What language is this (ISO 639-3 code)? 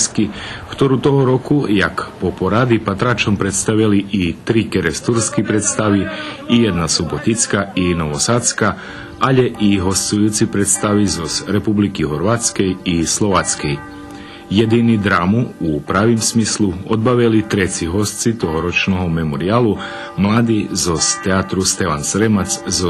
rue